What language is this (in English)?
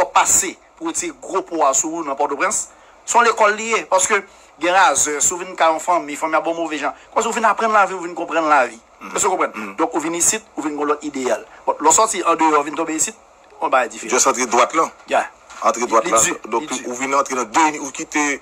Haitian Creole